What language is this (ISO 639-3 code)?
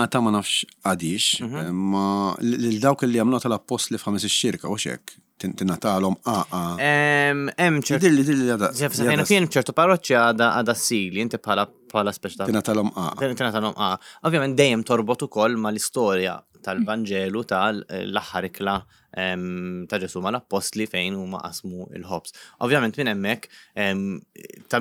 mlt